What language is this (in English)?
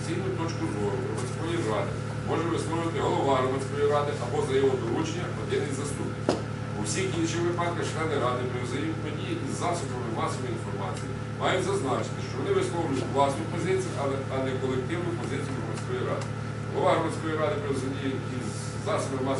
Ukrainian